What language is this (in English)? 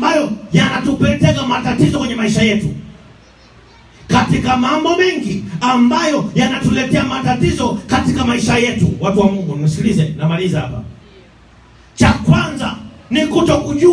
Swahili